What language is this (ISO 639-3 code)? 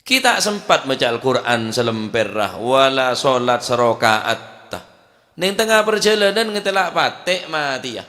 mad